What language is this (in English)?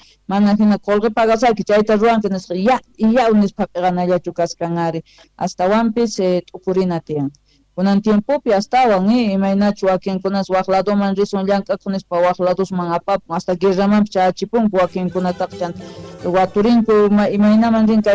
Quechua